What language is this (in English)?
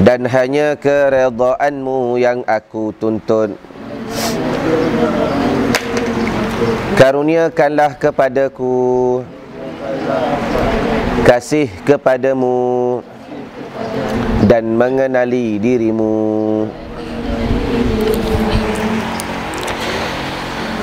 Malay